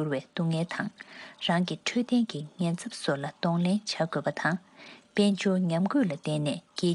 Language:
Tibetan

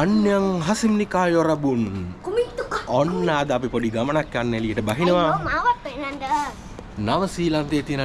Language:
Sinhala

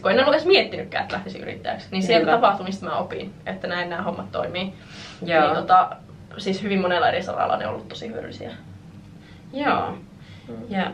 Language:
Finnish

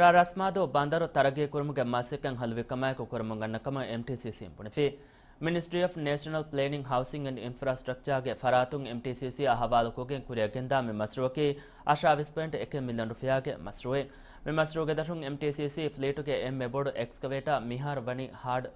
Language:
Divehi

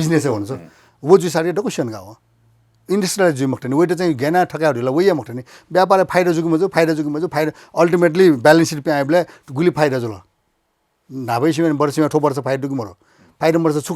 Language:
Newari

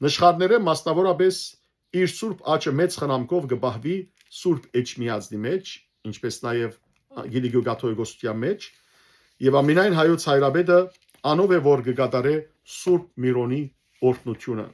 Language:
Western Armenian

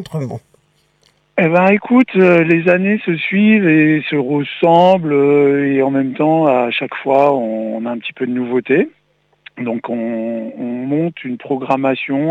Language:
French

